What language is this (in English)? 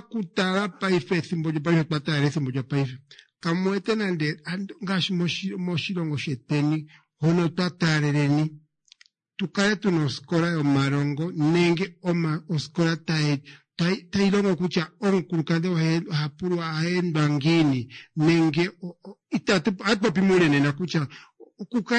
Kuanyama